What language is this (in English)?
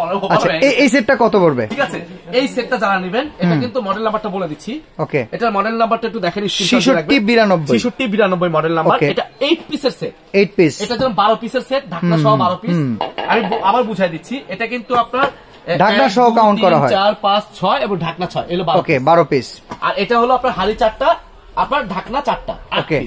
Bangla